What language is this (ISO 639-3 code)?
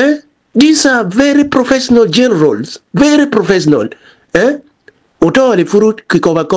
ach